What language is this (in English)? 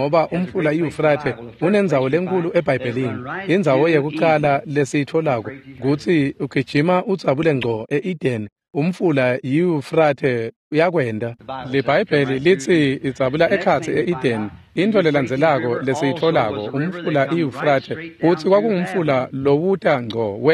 Swati